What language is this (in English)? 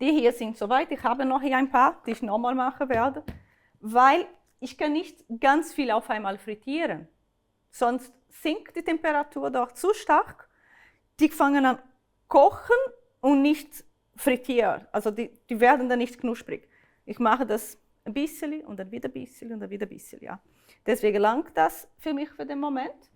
Swiss German